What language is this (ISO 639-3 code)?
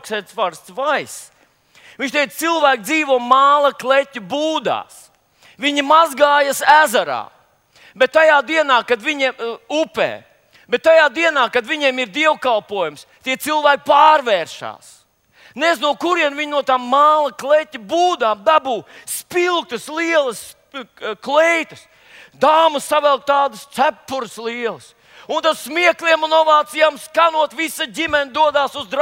lav